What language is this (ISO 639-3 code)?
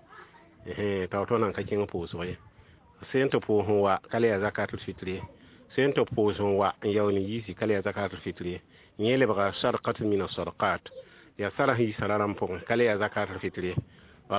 mos